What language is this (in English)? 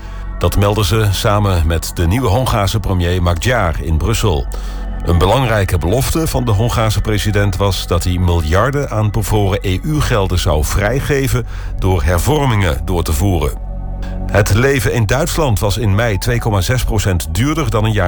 Dutch